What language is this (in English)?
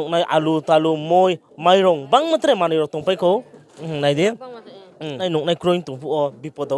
Riang (India)